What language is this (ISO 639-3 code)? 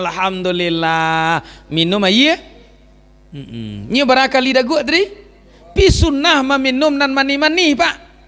min